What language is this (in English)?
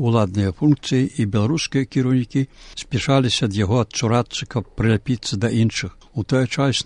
Belarusian